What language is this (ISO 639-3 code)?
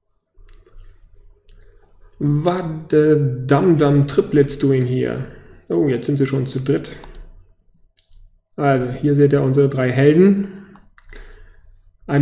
deu